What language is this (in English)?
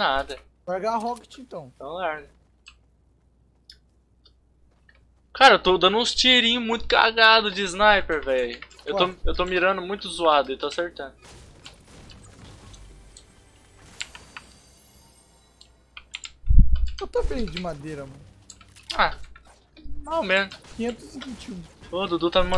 Portuguese